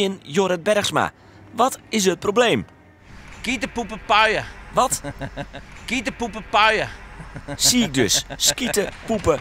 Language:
Western Frisian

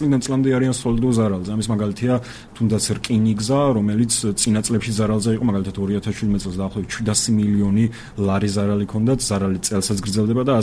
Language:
Georgian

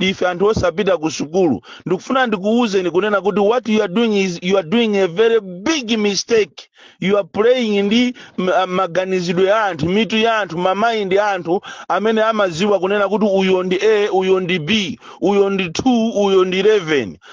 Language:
Nyanja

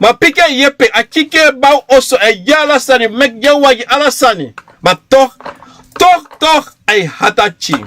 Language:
Sranan Tongo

